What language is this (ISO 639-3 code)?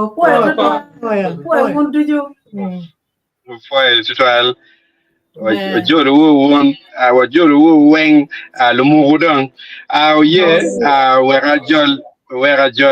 ach